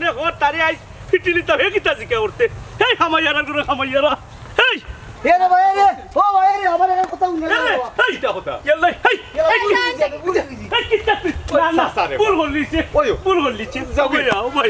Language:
Sylheti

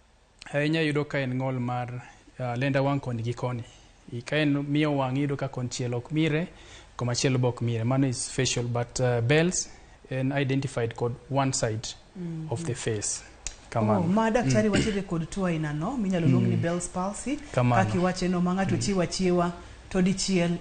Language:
Luo (Kenya and Tanzania)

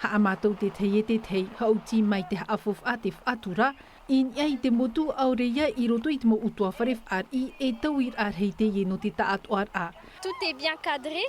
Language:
Tahitian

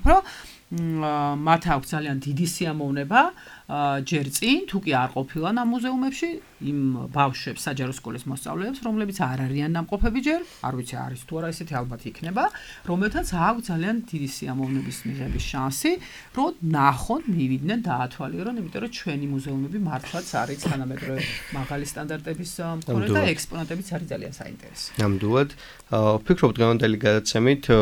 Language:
Georgian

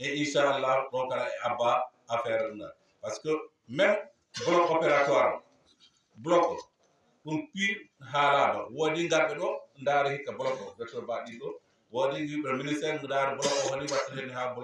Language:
Fula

